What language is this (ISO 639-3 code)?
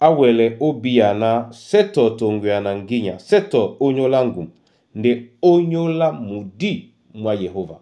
dua